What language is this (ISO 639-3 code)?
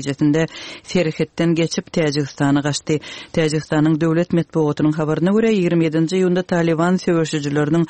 tuk